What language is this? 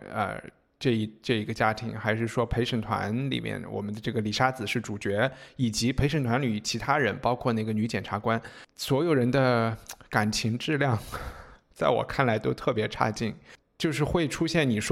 Chinese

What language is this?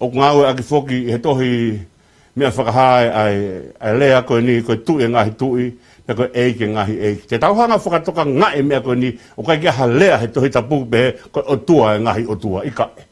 Tongan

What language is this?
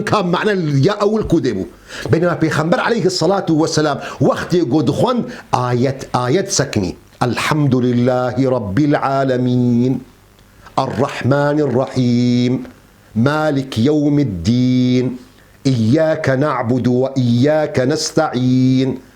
Kurdish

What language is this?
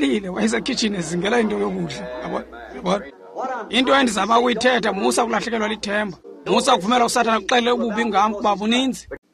Xhosa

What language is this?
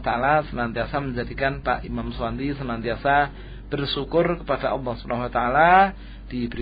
Indonesian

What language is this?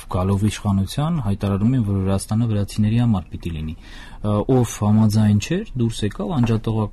Armenian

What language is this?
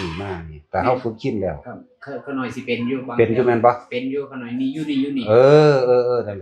Northeastern Thai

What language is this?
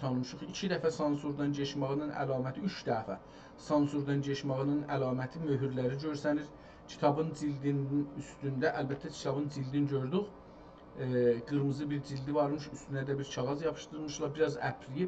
South Azerbaijani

